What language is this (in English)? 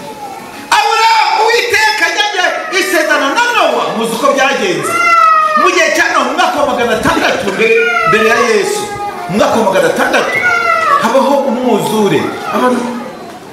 Kinyarwanda